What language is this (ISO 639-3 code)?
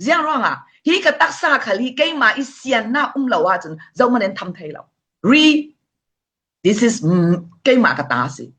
cfm